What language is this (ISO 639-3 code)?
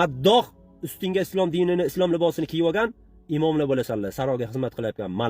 uzb